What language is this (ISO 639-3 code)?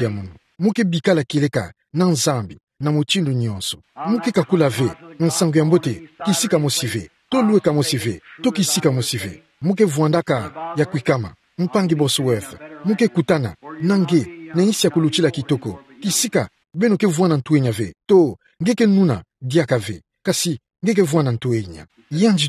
ktu